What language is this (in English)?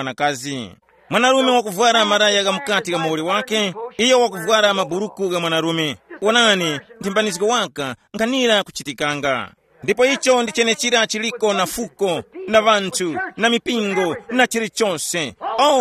Tumbuka